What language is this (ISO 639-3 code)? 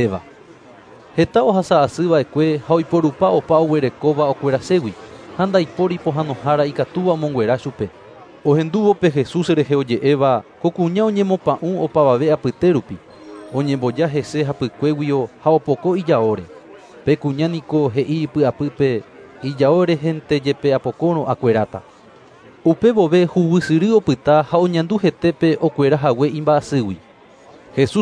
grn